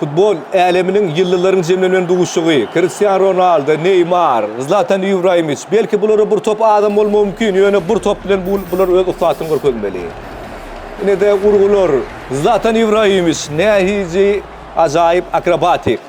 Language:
Turkmen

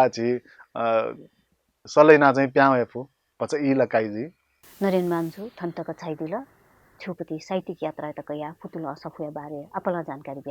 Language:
Newari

